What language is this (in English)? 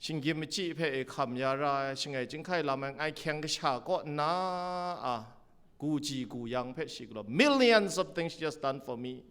Kachin